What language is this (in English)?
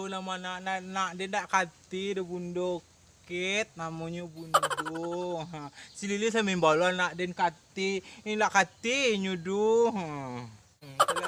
Minangkabau